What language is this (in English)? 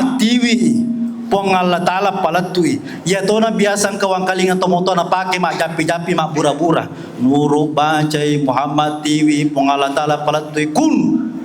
Buginese